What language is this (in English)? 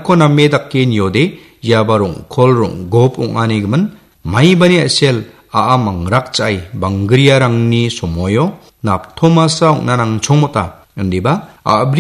Garo